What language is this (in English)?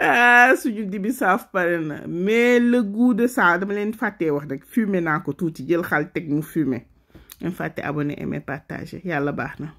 Wolof